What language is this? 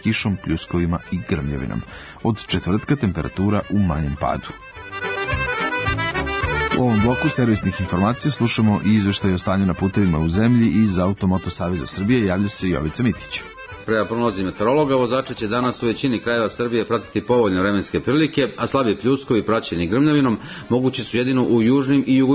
Serbian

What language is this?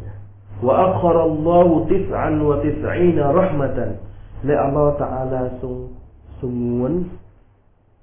Thai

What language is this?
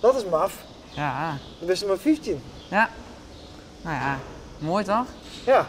Western Frisian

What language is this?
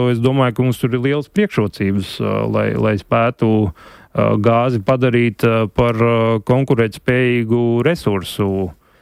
Latvian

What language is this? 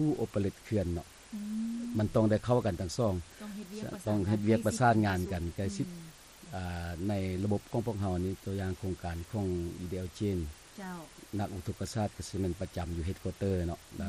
Lao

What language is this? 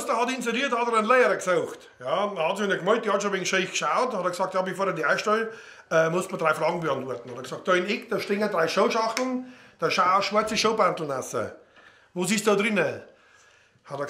Bavarian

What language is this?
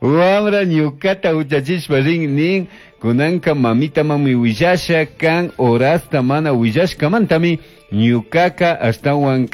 Chimborazo Highland Quichua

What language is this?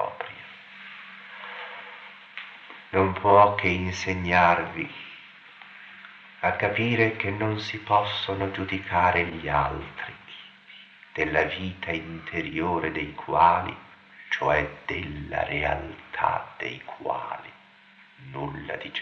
Italian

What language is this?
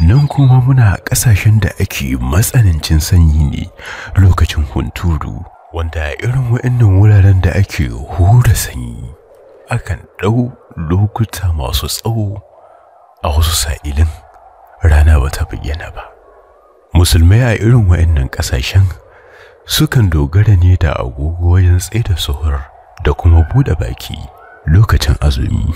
Hausa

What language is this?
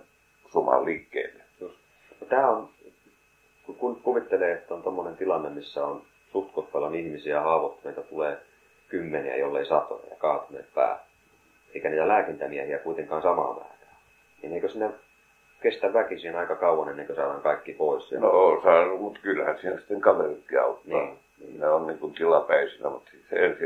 Finnish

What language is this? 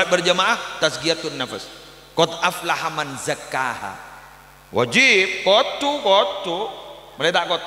Madurese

